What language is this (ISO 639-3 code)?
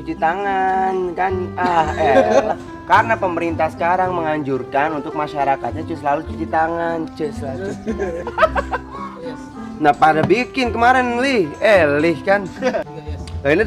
bew